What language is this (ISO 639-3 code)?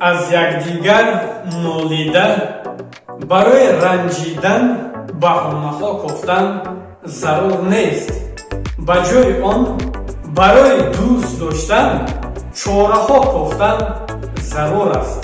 tgk